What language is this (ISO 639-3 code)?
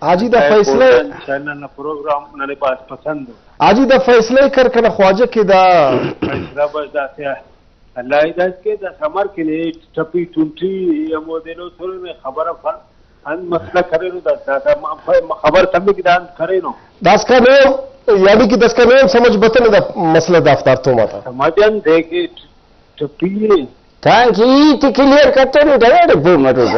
brh